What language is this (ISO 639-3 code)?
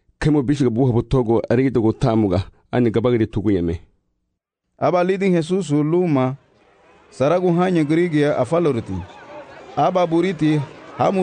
cab